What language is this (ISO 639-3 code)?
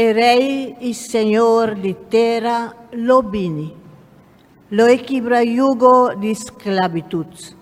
pap